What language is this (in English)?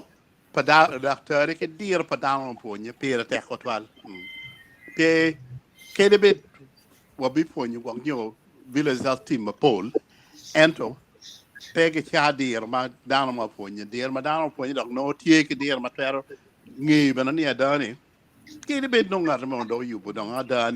Acoli